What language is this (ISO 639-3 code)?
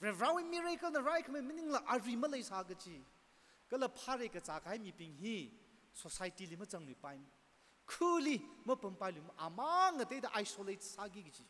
nmf